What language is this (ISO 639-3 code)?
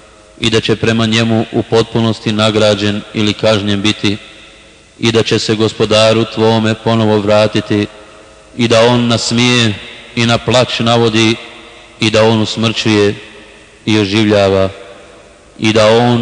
bos